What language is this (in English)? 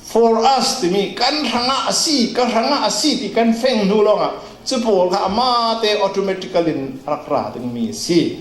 Falam Chin